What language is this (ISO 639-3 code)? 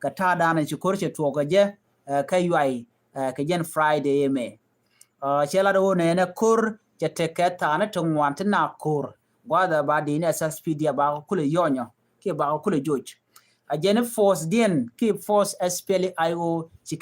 nus